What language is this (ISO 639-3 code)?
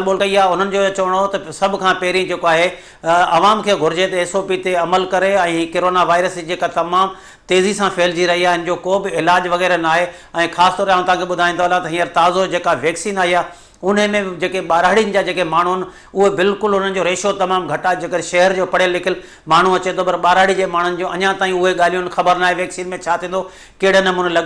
snd